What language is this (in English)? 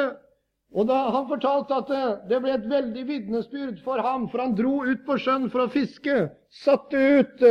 Norwegian